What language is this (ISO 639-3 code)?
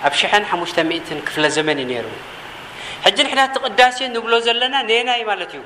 tir